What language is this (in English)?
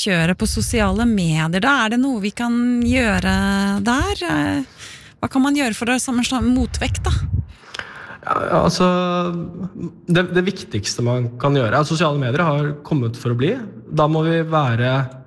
Norwegian